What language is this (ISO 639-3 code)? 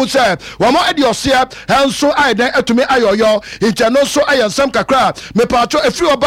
aka